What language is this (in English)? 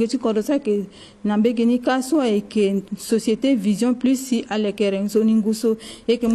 Sango